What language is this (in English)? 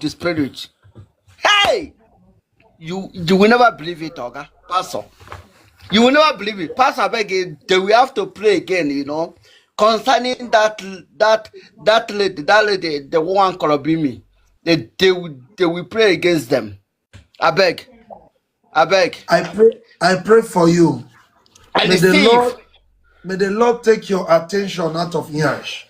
Nigerian Pidgin